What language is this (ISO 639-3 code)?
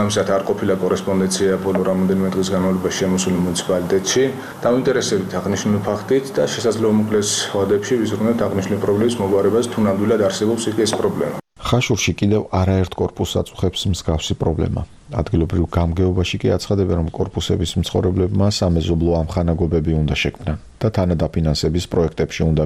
kat